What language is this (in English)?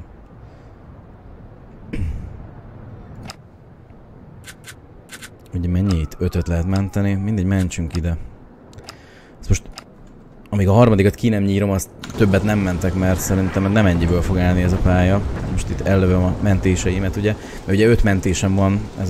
Hungarian